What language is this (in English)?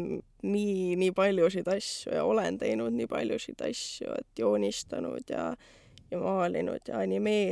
Estonian